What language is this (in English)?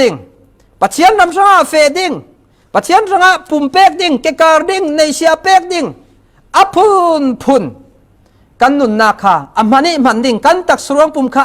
Falam Chin